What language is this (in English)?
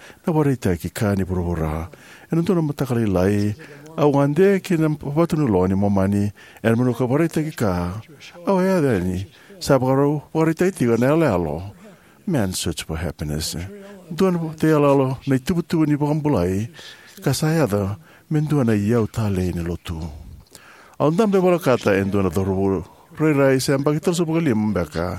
Fijian